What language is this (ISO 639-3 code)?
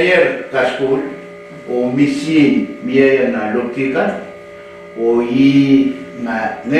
pon